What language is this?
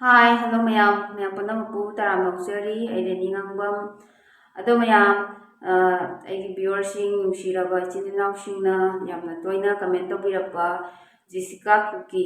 Manipuri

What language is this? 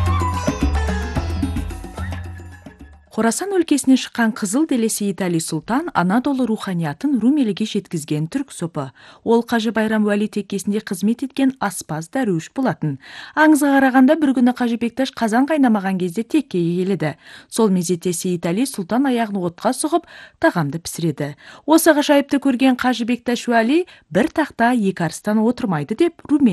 Kazakh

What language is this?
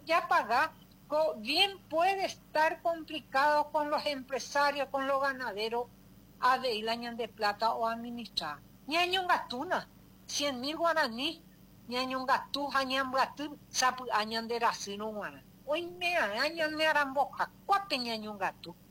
Guarani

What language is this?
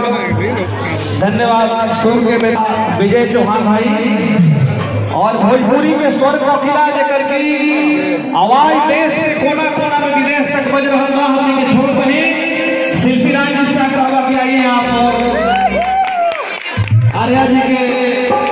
Bhojpuri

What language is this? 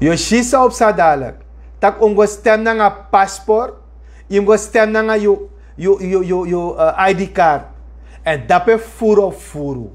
Sranan Tongo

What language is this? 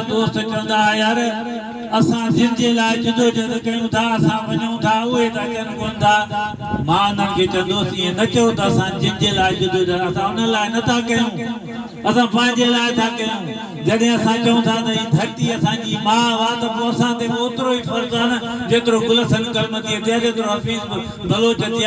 Sindhi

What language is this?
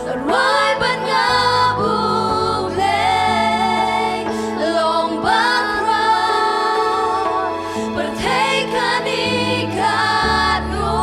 Khasi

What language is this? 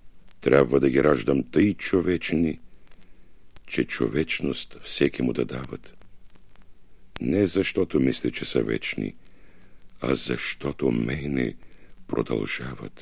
Bulgarian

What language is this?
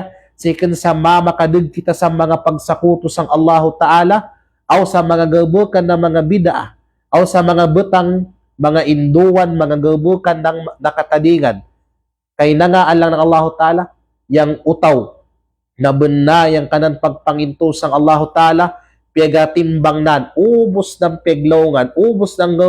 Kalagan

